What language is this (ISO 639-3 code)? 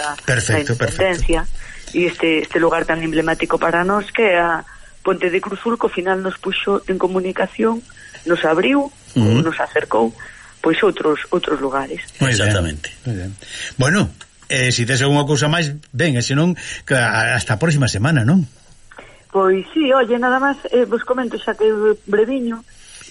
glg